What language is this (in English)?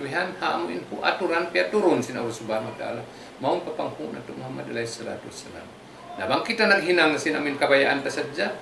Tausug